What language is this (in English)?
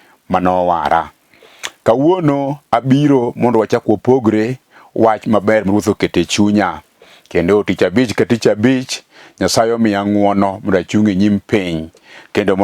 Luo (Kenya and Tanzania)